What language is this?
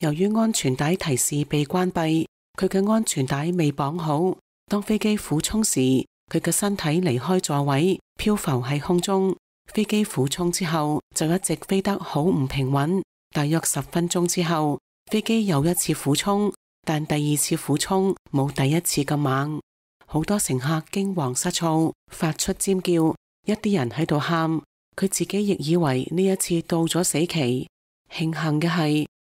Cantonese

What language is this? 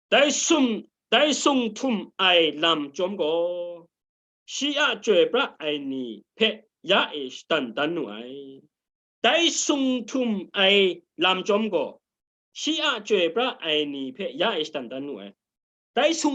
Kachin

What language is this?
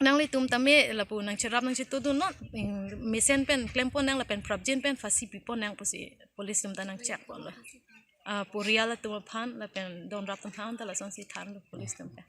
Karbi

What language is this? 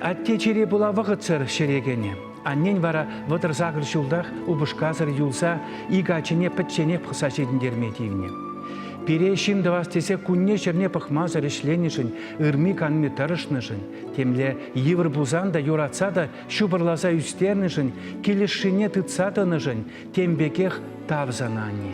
Chuvash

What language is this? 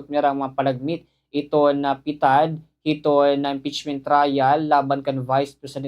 Waray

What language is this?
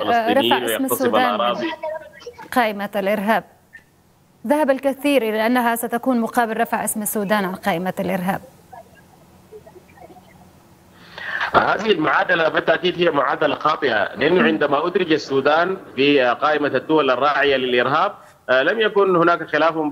Arabic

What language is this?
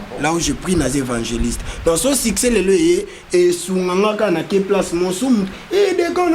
Lingala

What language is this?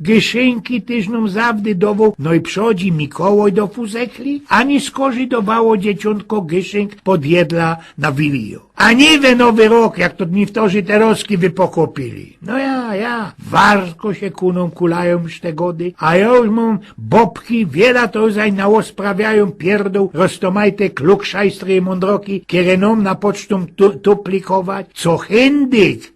Silesian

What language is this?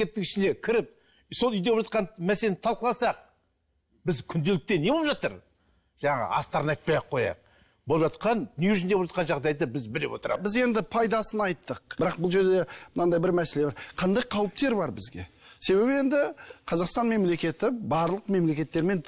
Kazakh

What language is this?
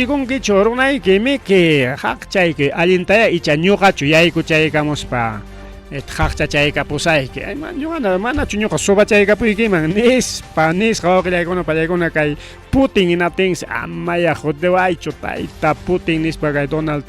Ayacucho Quechua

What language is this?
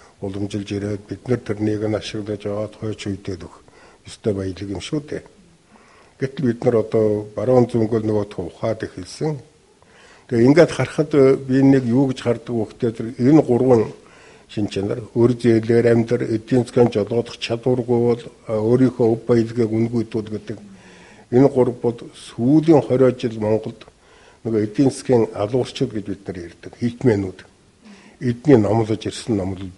Mongolian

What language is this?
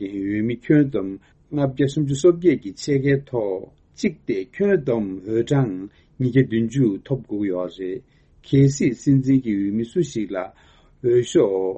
Tibetan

